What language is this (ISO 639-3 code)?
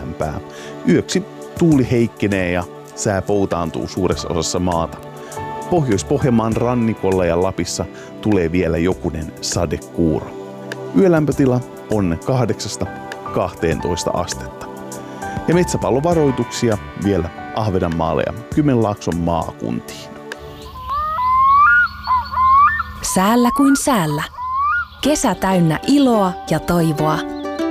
fin